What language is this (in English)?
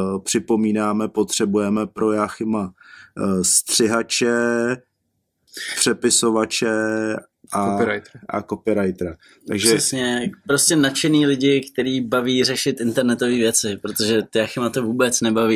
Czech